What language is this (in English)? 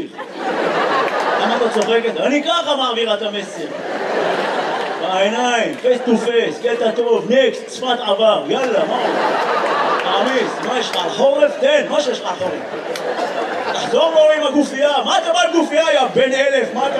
Hebrew